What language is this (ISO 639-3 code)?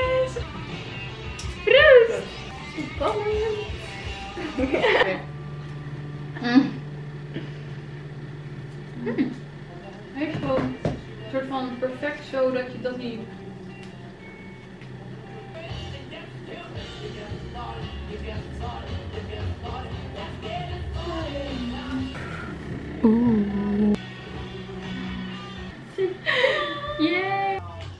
nld